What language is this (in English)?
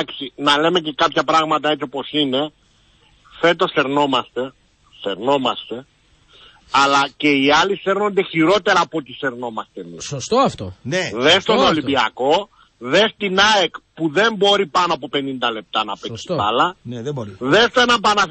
Greek